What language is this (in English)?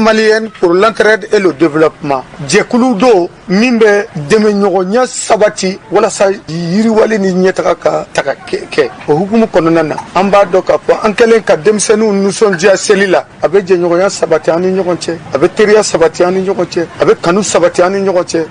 Bambara